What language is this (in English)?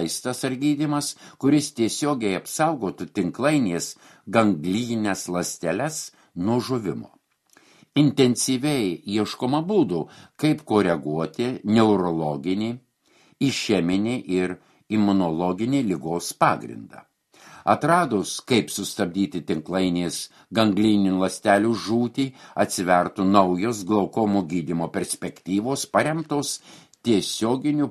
Lithuanian